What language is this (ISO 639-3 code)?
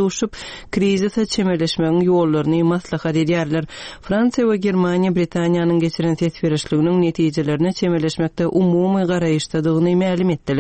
tuk